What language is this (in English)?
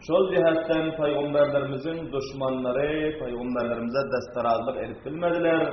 Turkmen